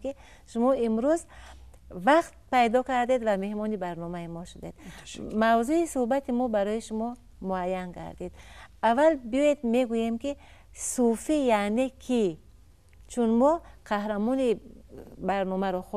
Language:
Tajik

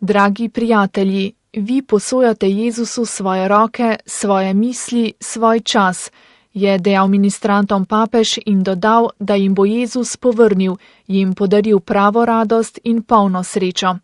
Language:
Slovenian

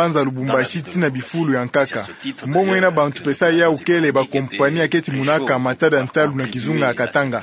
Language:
Kituba (Democratic Republic of Congo)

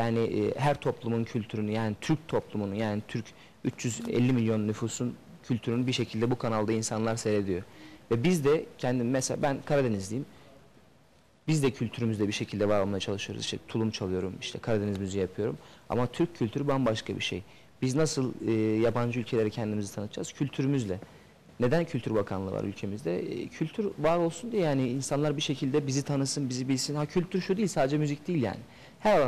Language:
Turkish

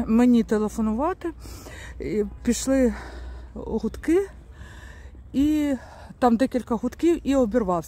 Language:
Ukrainian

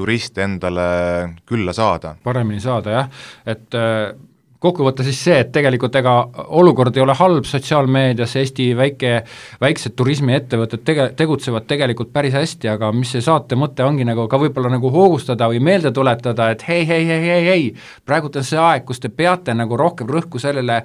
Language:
Estonian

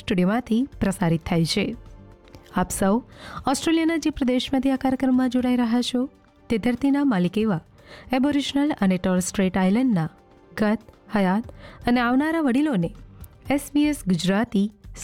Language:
Gujarati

